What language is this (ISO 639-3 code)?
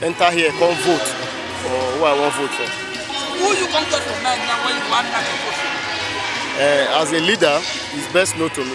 pcm